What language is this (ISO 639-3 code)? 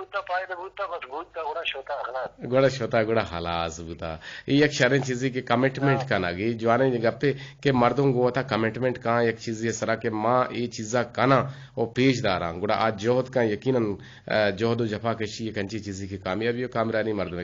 bgp